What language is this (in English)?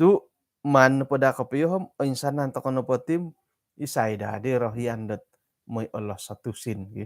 Central Dusun